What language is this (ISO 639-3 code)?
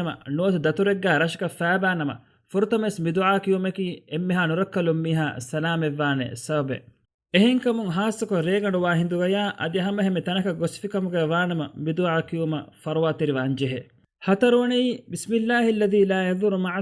div